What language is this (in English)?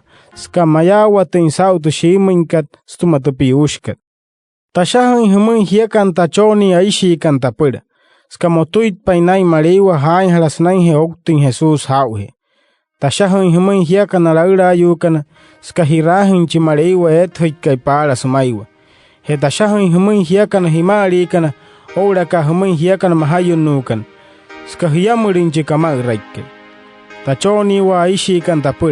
Wayuu